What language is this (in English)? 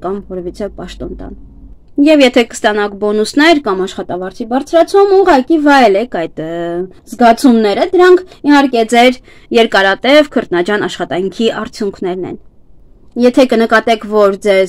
Armenian